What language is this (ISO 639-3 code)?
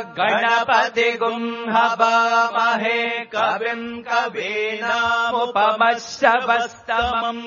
san